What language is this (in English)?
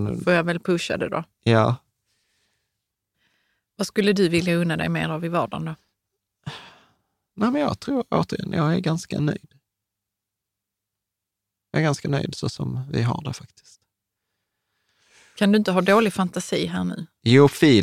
Swedish